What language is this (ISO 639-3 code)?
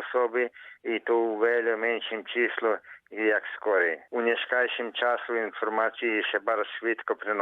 rue